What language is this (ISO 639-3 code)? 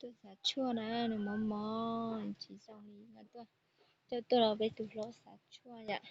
hmn